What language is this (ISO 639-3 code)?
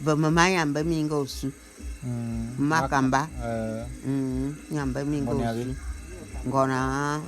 bum